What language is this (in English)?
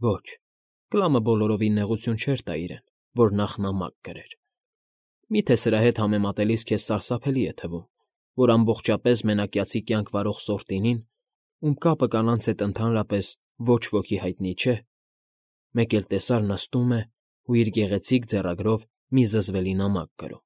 Armenian